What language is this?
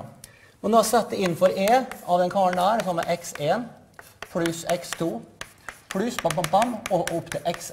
Norwegian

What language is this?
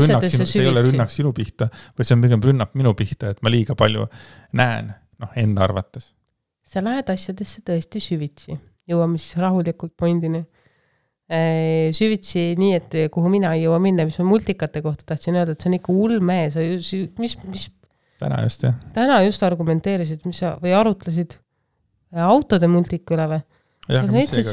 Estonian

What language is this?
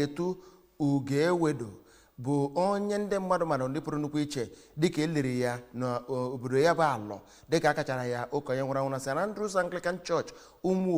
Igbo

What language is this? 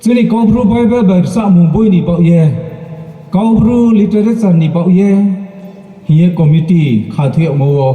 Riang (India)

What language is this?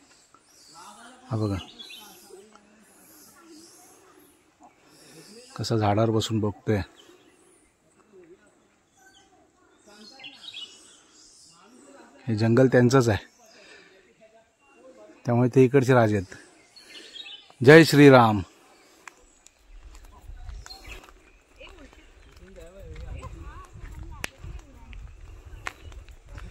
Marathi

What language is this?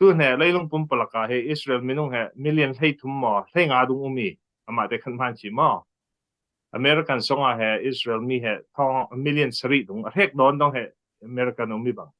Falam Chin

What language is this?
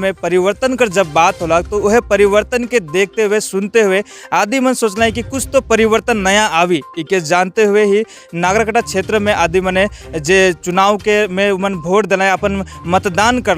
Sadri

